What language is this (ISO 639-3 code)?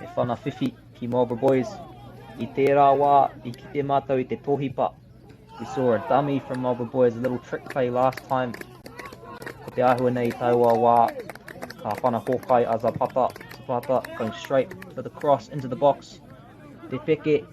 mri